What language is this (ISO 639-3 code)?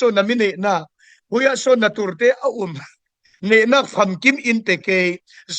cfm